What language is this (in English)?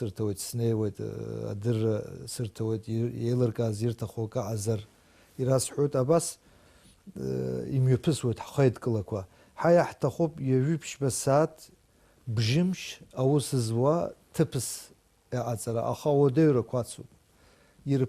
Abkhazian